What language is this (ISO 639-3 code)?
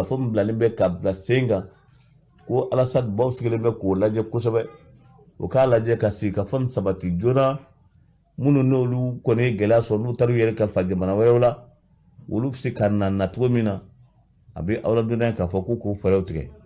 bam